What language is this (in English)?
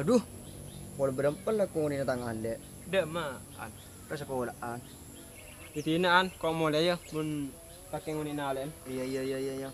Madurese